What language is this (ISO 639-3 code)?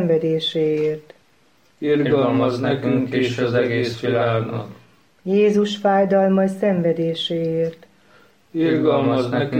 hun